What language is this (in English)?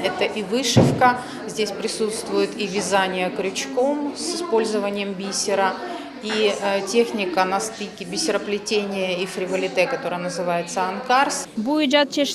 Crimean Tatar